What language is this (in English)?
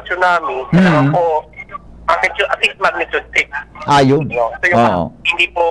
Bikol